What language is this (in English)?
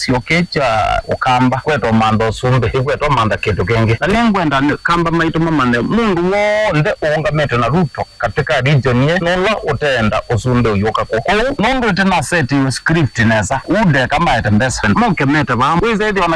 Kamba